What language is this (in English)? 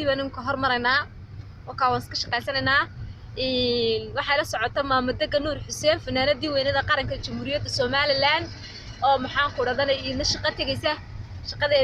Somali